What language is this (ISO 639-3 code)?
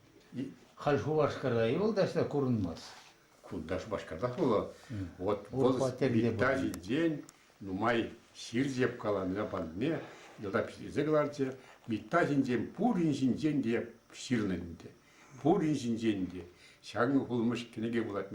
chv